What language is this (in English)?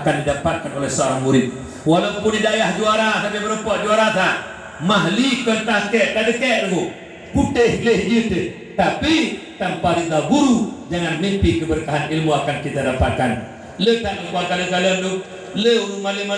Achinese